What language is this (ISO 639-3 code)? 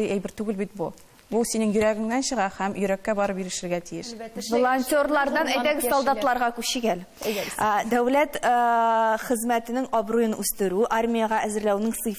tat